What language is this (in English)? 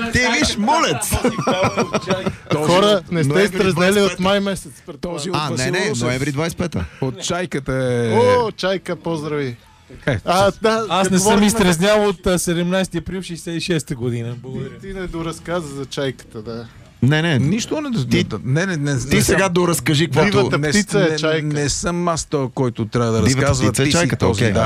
Bulgarian